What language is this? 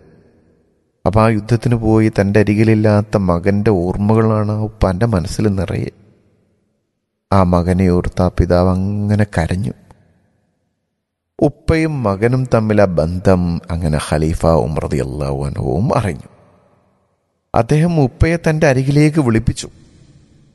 Malayalam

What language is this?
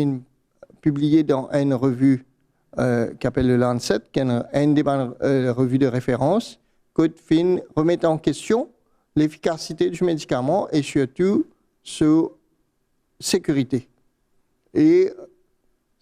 Morisyen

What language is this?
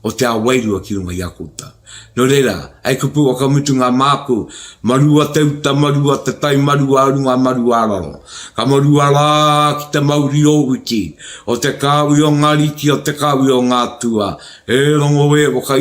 Māori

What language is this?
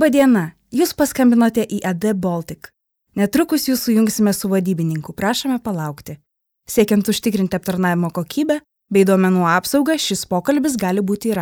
Lithuanian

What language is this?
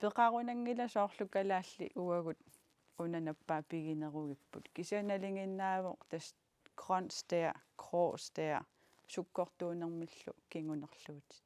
Kalaallisut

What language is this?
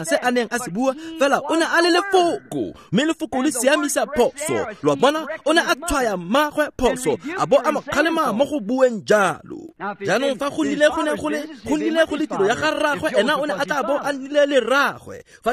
Tswana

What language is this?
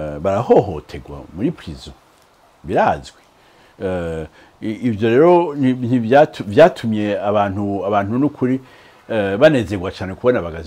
Rundi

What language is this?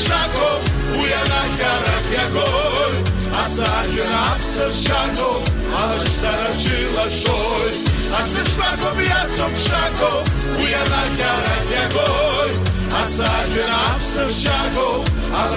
Abkhazian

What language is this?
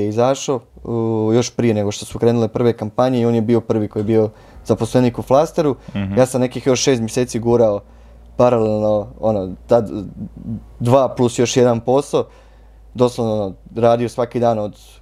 Croatian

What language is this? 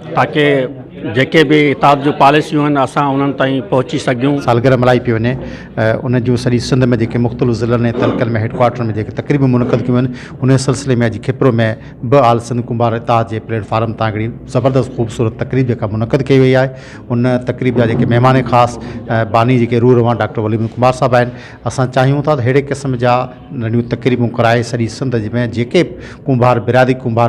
Sindhi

